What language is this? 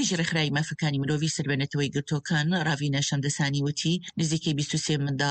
Central Kurdish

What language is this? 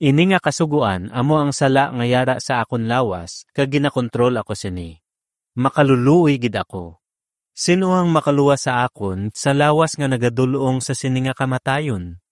Hiligaynon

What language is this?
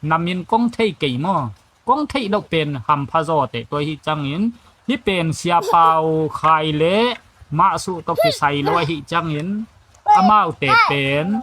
Tedim Chin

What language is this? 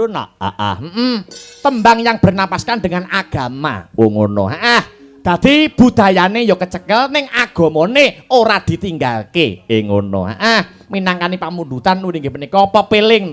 Javanese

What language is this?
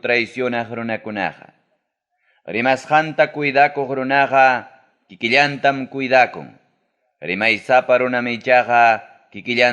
Ayacucho Quechua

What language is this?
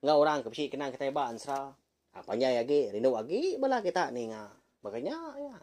Iban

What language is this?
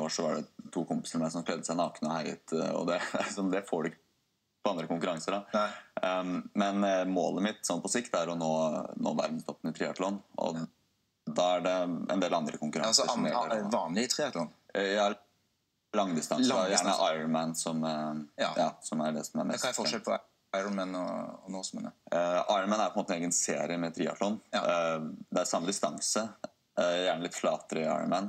Norwegian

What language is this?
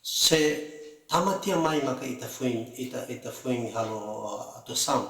Tetum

